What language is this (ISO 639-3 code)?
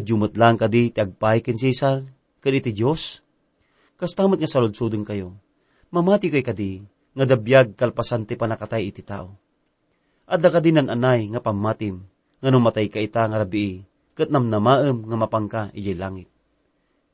ilo